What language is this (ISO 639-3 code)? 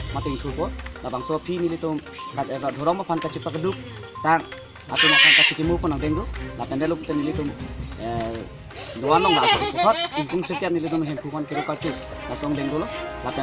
mjw